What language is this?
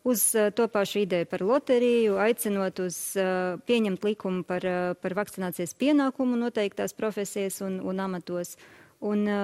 Latvian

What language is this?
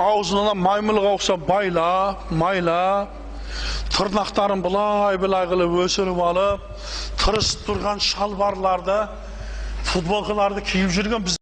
Kazakh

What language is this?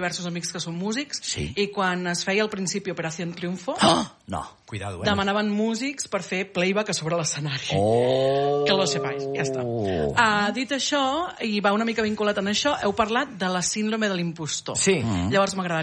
Catalan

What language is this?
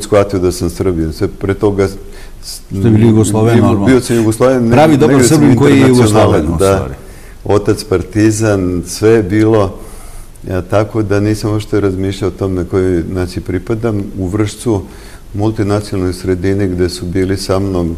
Serbian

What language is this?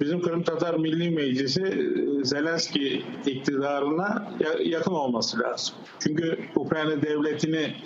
Crimean Tatar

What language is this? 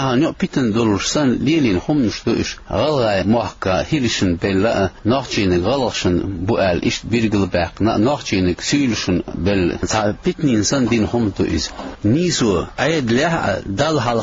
Chechen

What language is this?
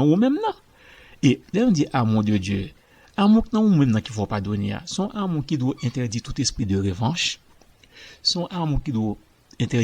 Haitian Creole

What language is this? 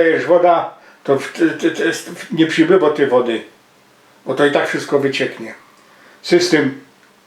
Silesian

